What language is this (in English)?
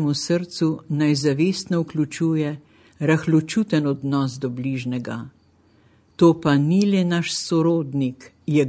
Slovenian